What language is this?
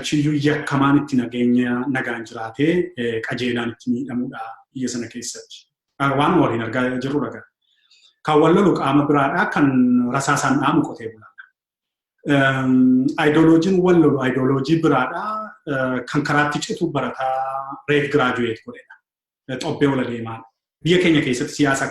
Oromo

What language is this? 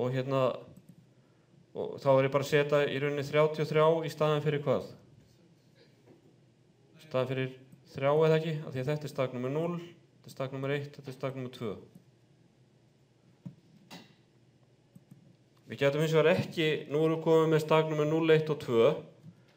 Icelandic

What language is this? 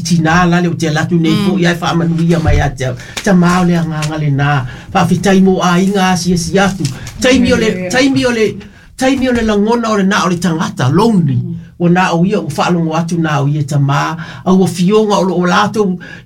Samoan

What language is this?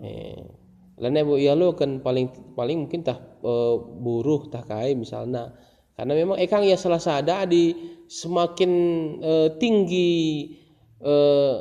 Batak Karo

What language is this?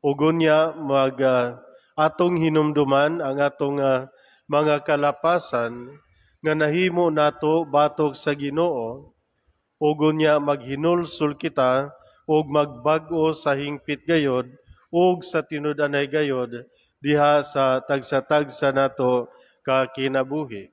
Cebuano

